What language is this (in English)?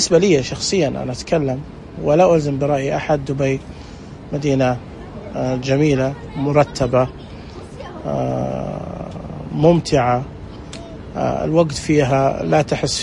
Najdi Arabic